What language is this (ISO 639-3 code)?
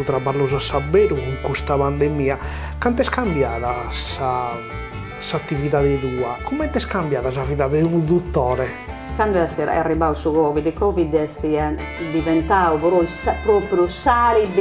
srd